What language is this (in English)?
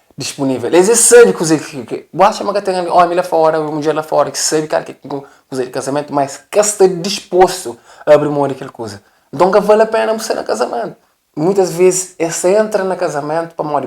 Kabuverdianu